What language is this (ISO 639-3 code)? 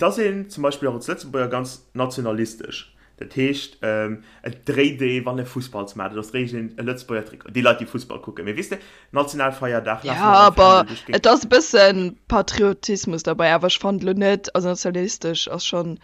ltz